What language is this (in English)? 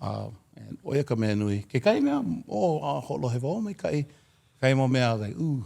Hawaiian